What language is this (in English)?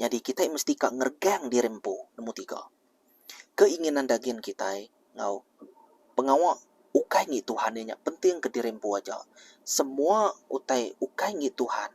Iban